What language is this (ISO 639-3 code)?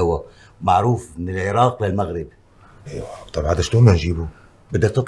apc